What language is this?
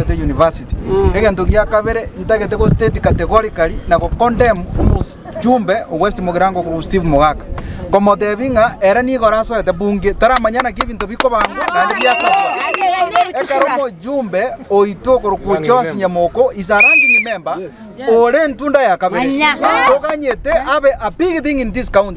Gusii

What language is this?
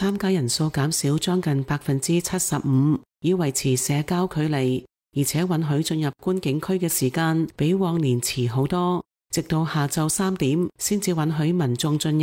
Cantonese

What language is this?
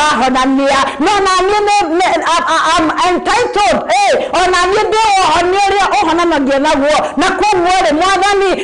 Kikuyu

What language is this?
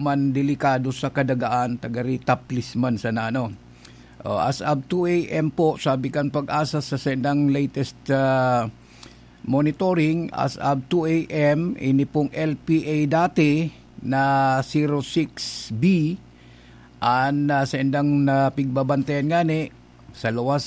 Bikol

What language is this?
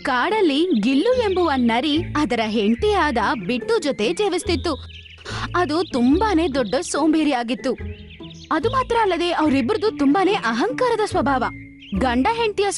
Kannada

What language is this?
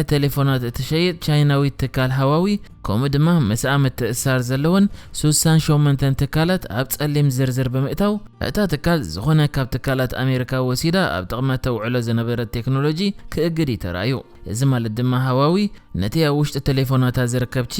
Tigrinya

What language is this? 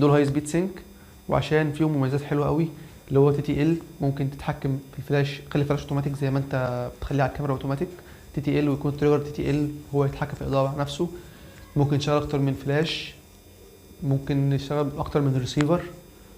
Egyptian Arabic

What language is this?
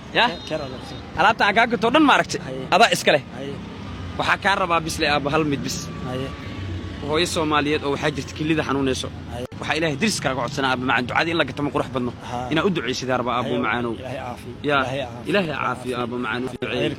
Somali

